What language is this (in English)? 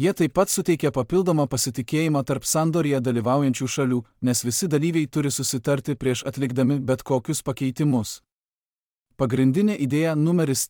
Lithuanian